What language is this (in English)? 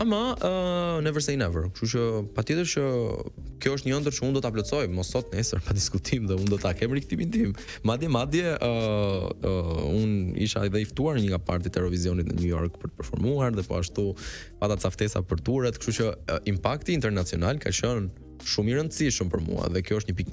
Albanian